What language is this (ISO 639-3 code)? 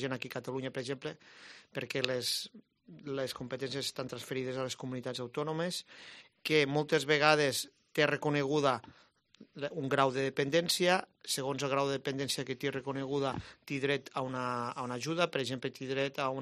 cat